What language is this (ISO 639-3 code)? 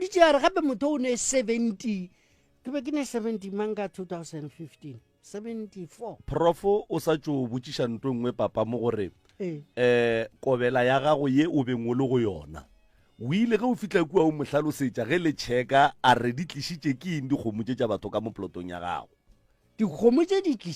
nso